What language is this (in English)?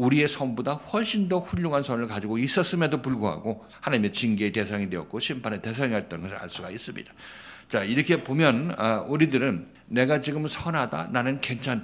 Korean